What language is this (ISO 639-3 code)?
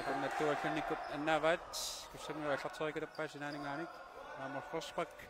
kal